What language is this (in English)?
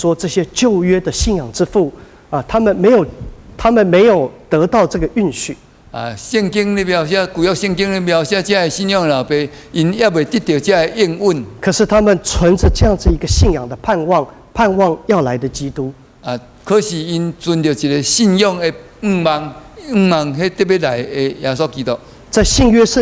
Min Nan Chinese